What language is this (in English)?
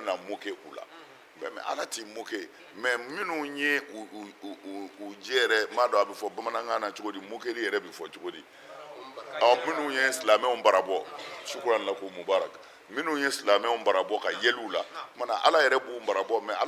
Bambara